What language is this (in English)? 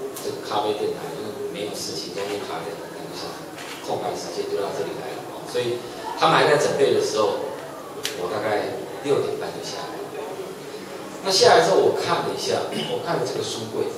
Chinese